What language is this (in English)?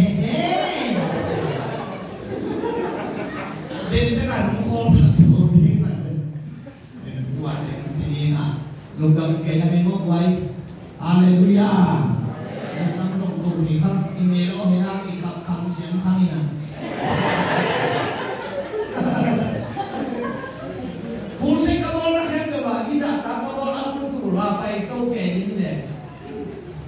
Vietnamese